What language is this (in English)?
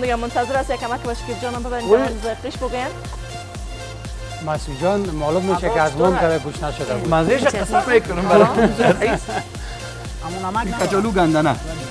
Persian